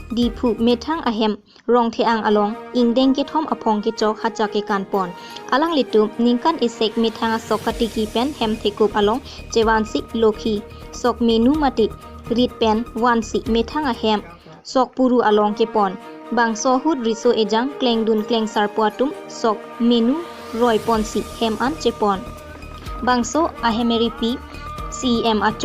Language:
Karbi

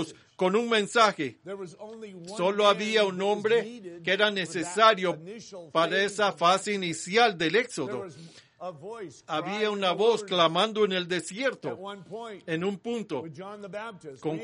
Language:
Spanish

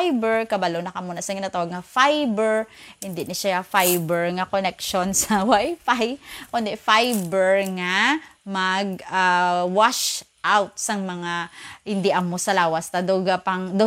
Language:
Hiligaynon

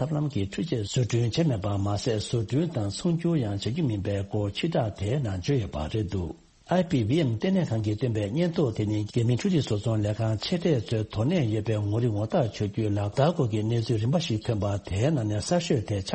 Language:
Tibetan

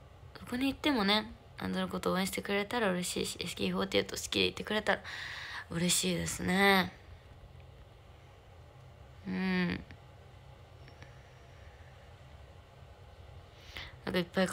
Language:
Japanese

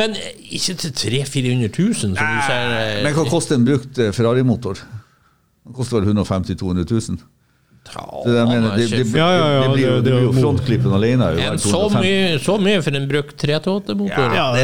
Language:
Norwegian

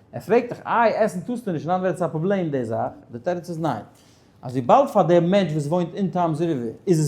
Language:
Yiddish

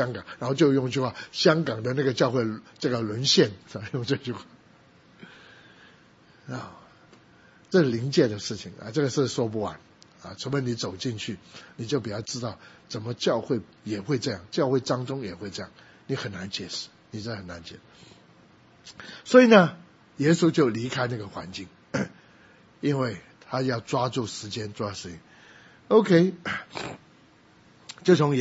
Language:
Chinese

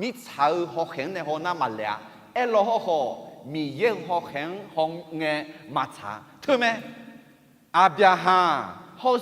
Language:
Akha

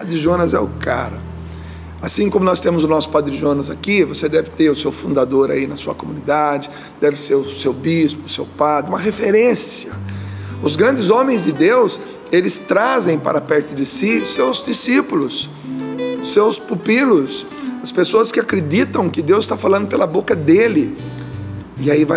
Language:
Portuguese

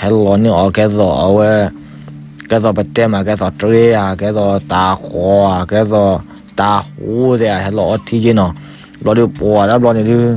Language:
S'gaw Karen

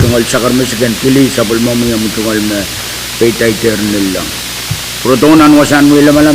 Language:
Pohnpeian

